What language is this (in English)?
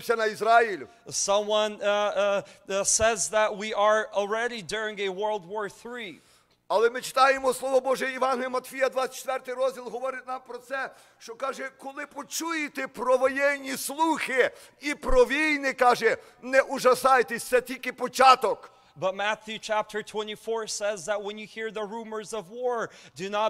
Ukrainian